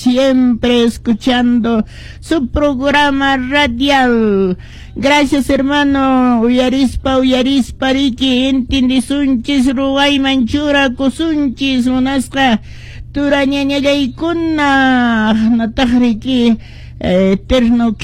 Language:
Quechua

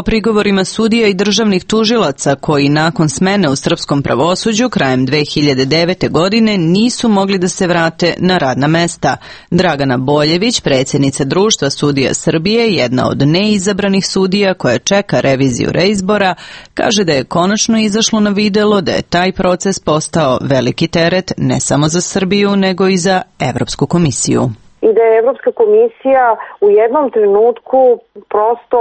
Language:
Serbian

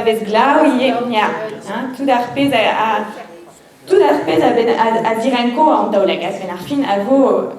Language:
Breton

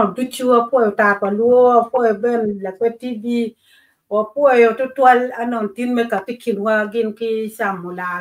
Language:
Acoli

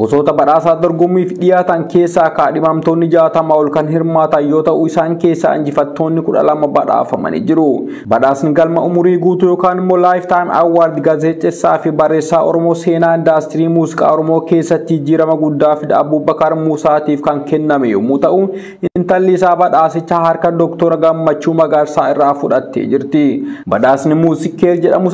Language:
Oromo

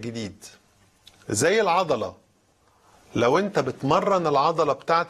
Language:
Egyptian Arabic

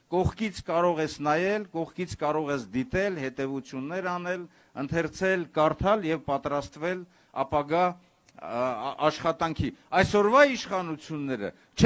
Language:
Armenian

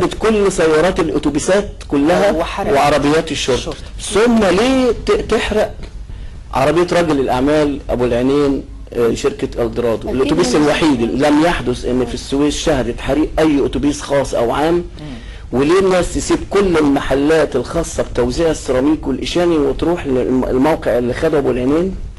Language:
Egyptian Arabic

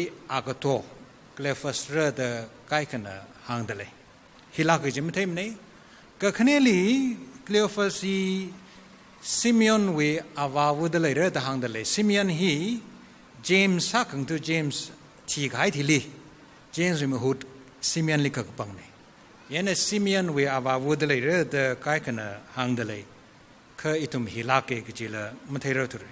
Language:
Tangkhul Naga (India)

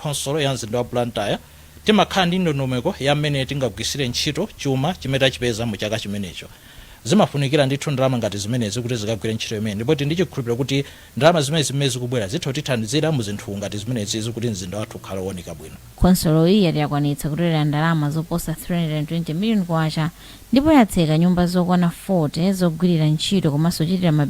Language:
Nyanja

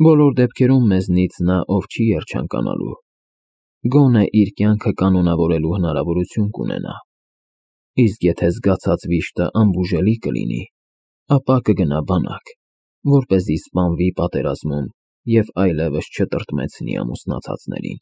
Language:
Armenian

